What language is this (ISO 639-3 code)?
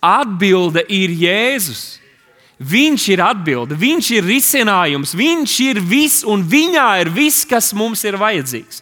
lav